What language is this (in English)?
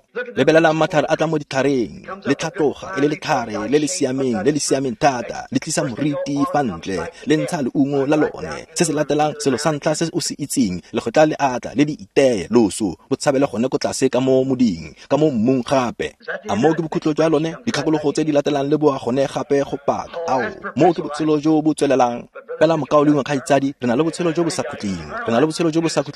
Tswana